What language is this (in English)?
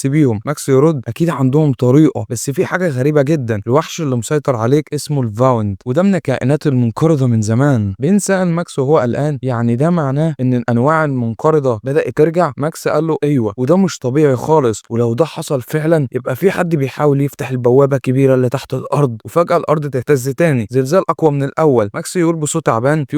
Egyptian Arabic